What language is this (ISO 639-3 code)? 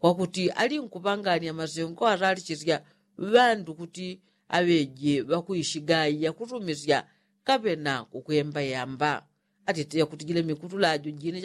yao